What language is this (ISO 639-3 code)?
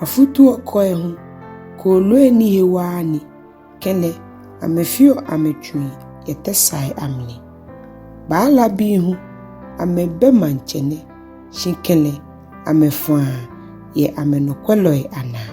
gaa